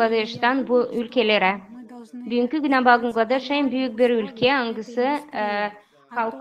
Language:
Gagauz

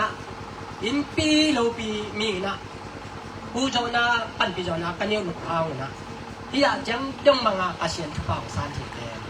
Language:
Tedim Chin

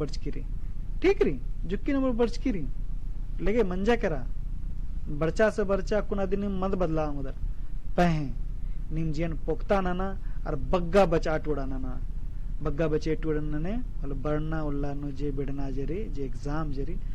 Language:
Kurukh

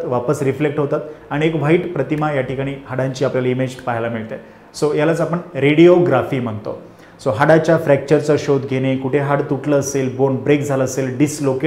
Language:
Marathi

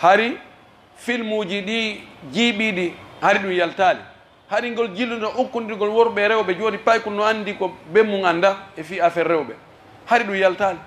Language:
Pular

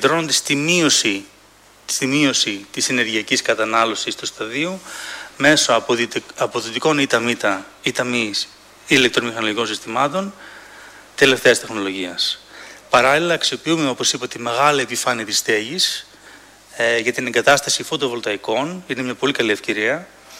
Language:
Greek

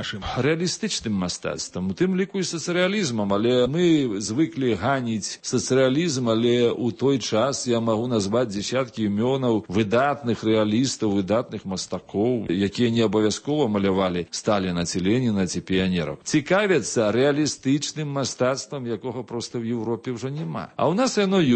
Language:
Belarusian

